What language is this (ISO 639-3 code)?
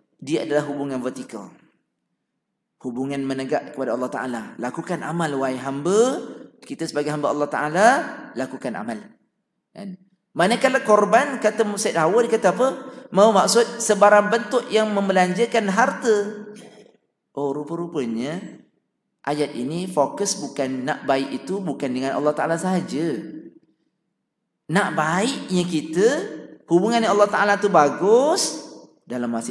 msa